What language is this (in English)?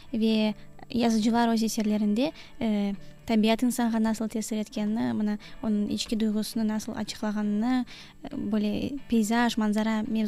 Crimean Tatar